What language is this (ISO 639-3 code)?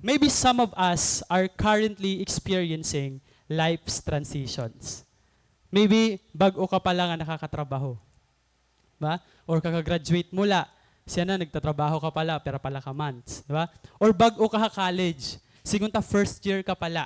war